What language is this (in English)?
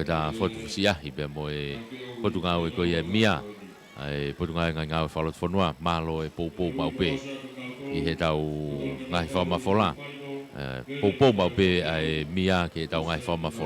Tongan